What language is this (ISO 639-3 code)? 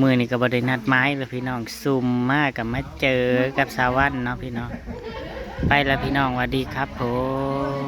tts